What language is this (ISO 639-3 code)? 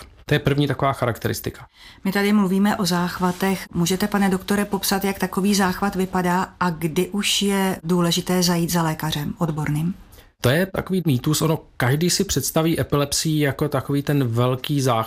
ces